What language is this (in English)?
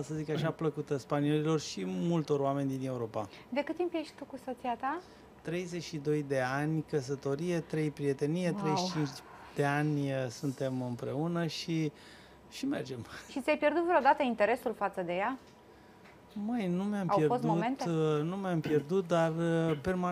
Romanian